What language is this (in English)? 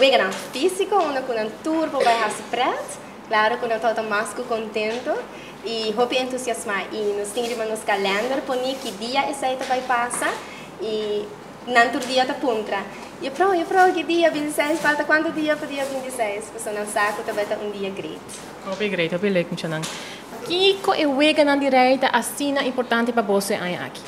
Papiamento